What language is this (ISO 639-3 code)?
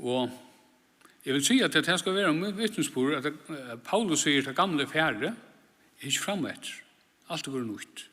fao